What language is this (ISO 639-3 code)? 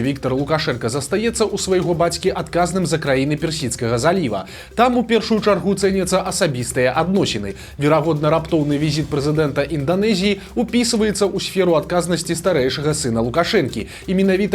bel